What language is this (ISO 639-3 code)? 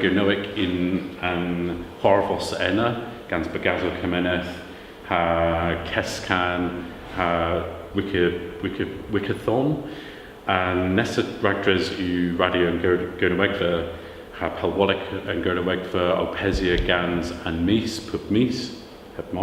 cor